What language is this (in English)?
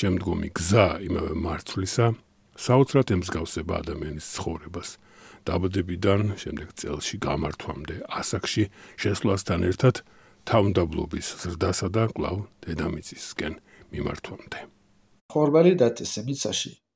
Georgian